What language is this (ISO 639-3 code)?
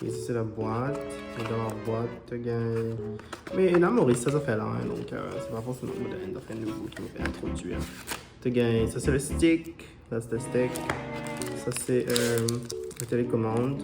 mfe